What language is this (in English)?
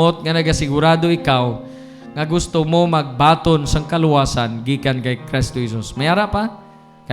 Hiligaynon